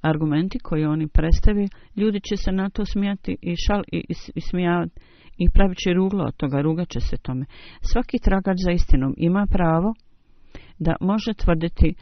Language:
Bosnian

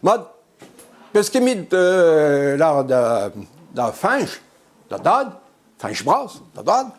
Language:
Breton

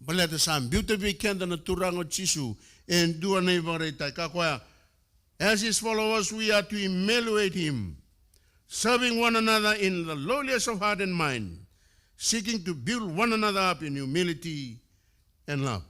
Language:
Fijian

